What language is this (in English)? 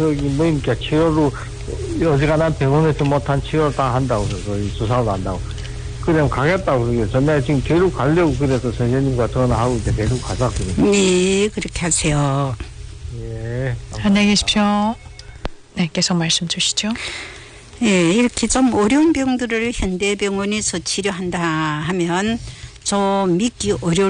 Korean